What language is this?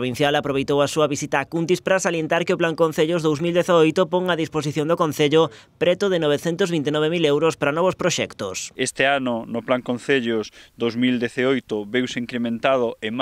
Galician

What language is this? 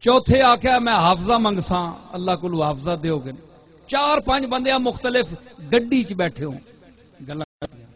Western Panjabi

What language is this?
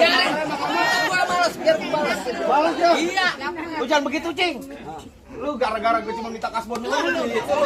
Betawi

